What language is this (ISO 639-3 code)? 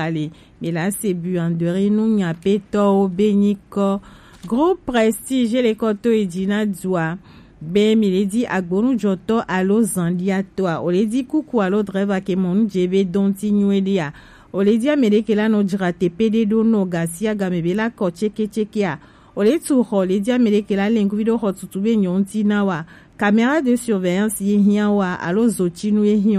gej